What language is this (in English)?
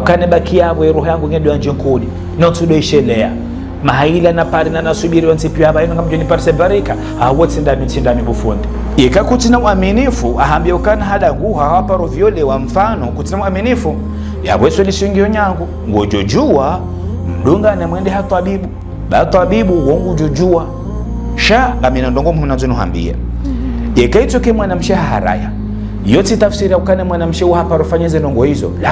Ngazidja Comorian